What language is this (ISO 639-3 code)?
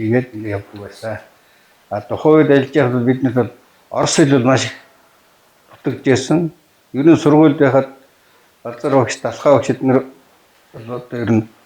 mon